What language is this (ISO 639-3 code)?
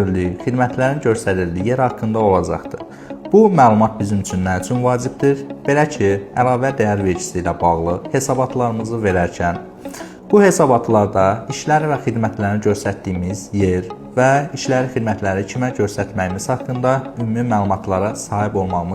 aze